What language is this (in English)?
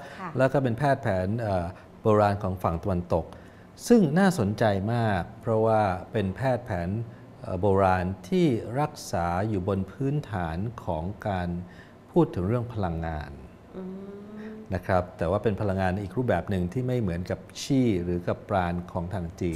Thai